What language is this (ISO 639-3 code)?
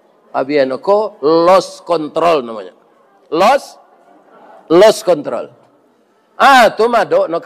min